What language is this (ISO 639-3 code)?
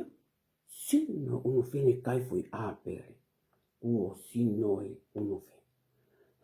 ton